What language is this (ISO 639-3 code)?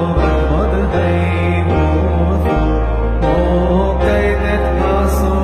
mal